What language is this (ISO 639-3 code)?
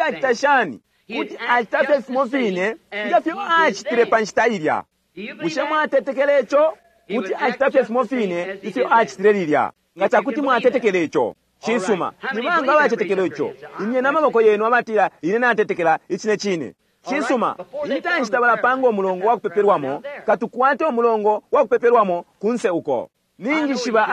bem